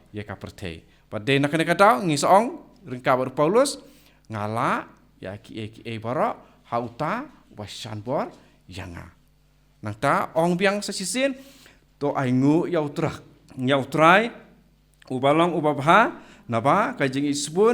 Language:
Khasi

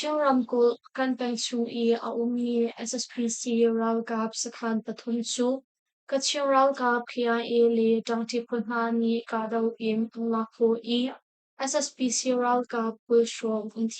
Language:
Hakha Chin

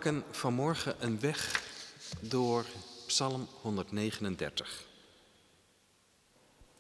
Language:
Dutch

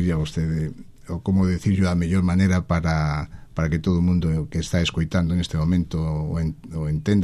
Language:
Galician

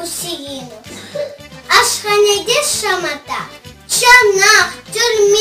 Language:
Crimean Tatar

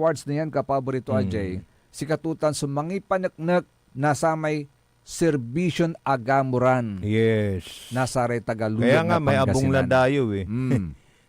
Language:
Pangasinan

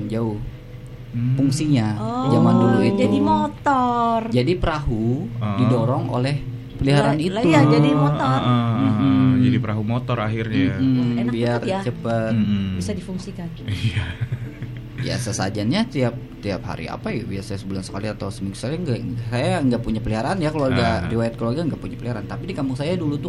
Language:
Indonesian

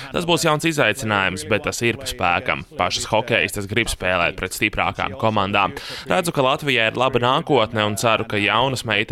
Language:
Latvian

